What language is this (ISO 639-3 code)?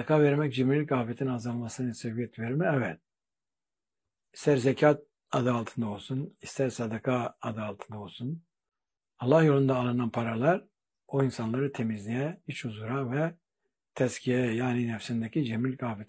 tur